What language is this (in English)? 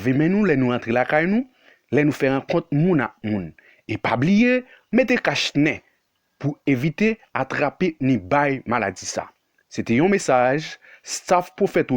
Haitian Creole